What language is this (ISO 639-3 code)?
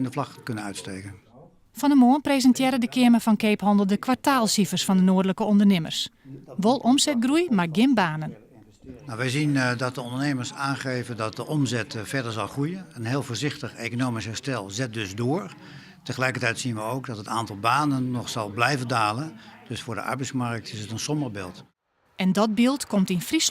fry